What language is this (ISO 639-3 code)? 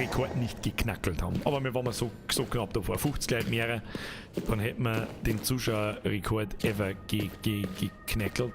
bar